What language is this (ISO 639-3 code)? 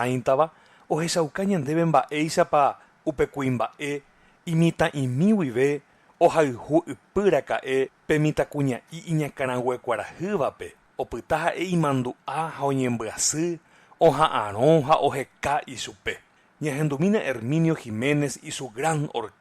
grn